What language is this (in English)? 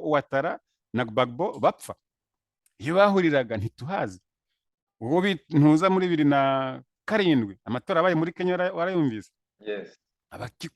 Kinyarwanda